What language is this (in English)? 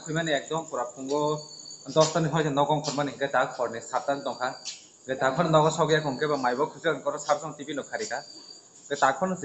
Kok Borok